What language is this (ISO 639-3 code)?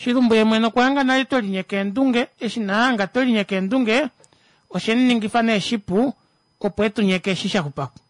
kua